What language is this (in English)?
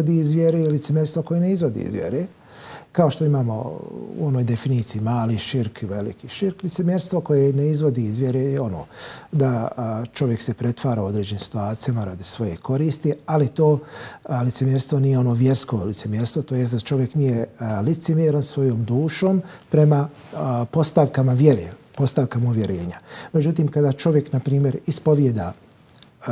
Bosnian